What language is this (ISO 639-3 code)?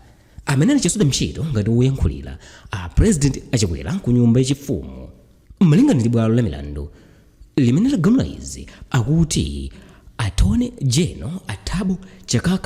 nya